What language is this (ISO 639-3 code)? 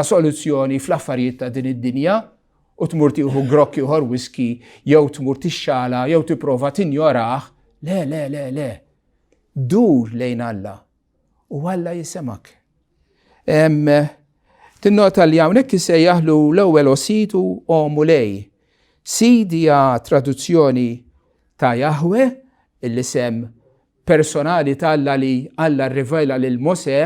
mlt